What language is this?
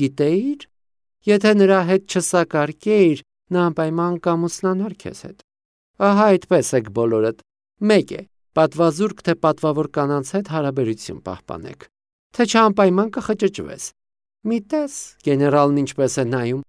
Armenian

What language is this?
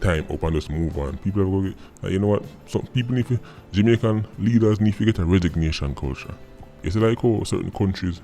Jamaican Creole English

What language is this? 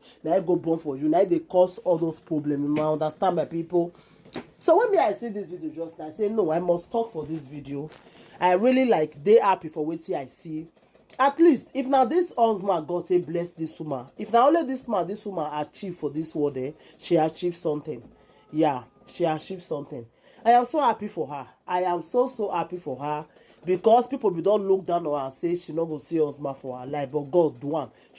Nigerian Pidgin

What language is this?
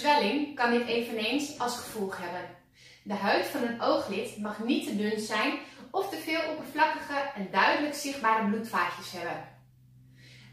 Dutch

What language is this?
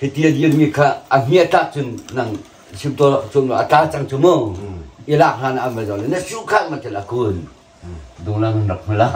Hakha Chin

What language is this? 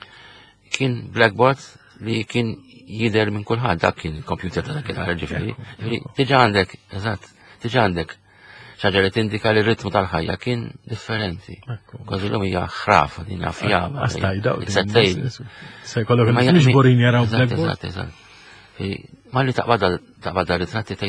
Maltese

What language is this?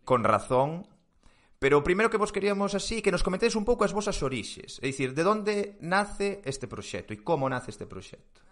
Galician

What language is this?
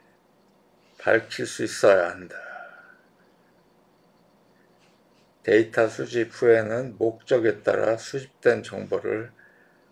Korean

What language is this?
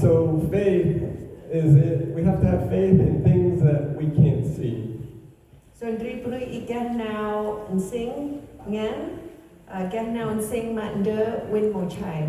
Central Mnong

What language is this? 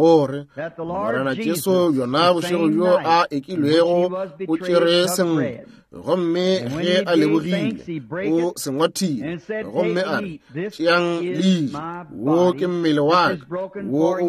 Northern Sotho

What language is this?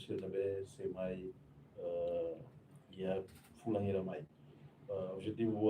Tetum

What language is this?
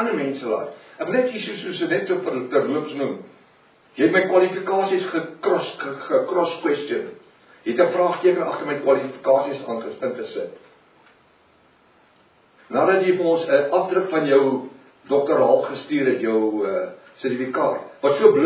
Afrikaans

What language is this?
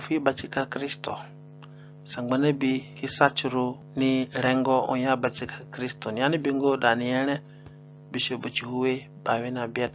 Zande (individual language)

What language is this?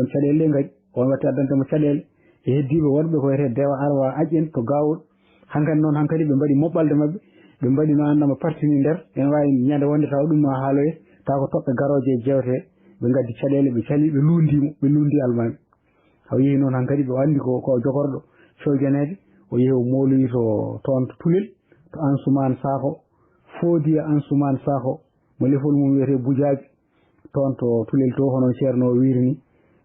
Fula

